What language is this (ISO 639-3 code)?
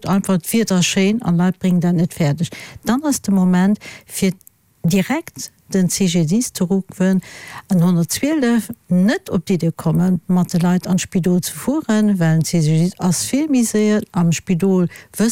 ltz